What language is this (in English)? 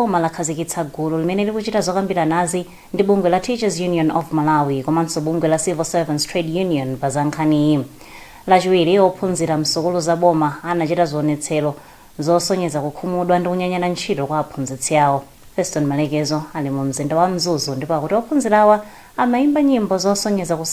Nyanja